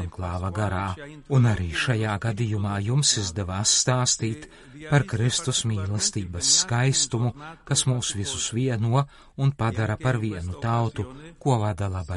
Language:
Latvian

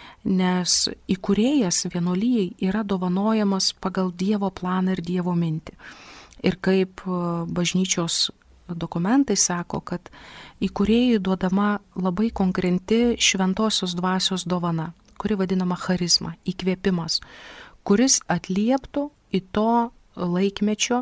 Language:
Lithuanian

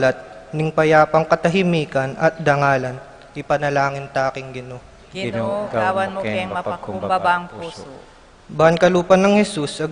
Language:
Pampanga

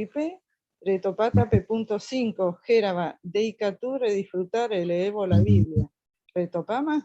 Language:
Guarani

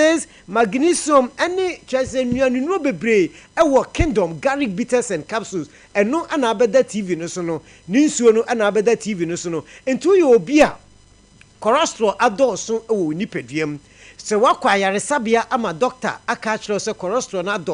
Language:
Akan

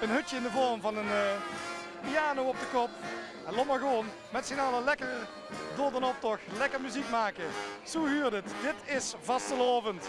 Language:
Limburgish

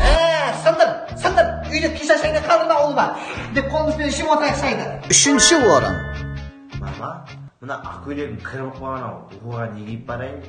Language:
Kara-Kalpak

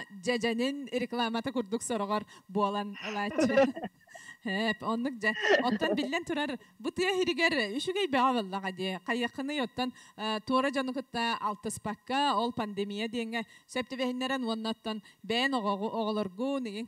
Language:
Yakut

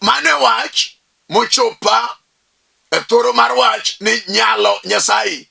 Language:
Luo (Kenya and Tanzania)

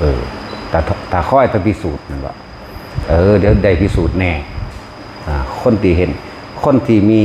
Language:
Northeastern Thai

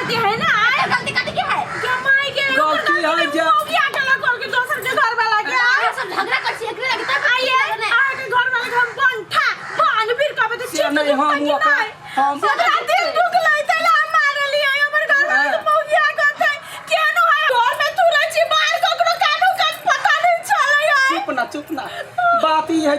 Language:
Maithili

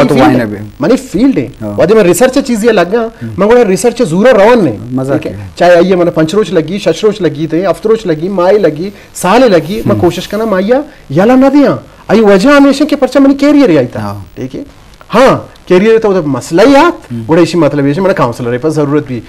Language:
Eastern Balochi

